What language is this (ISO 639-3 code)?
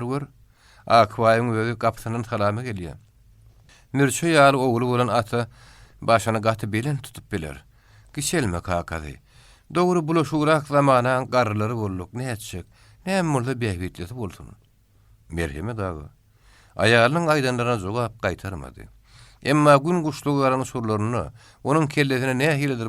tuk